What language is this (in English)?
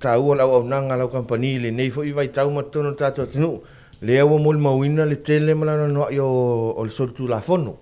Samoan